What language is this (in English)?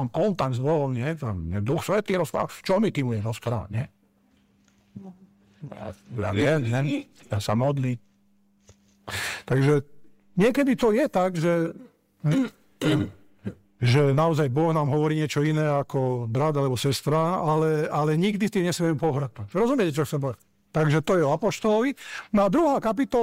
Slovak